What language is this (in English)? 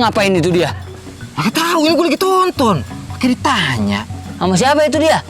Betawi